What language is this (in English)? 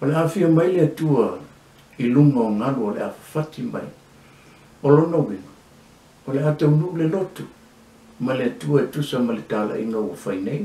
Samoan